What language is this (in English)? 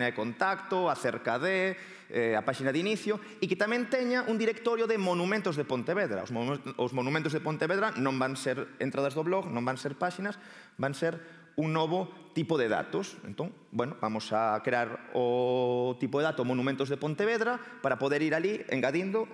Galician